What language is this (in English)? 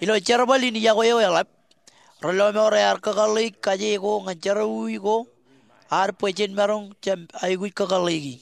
Marshallese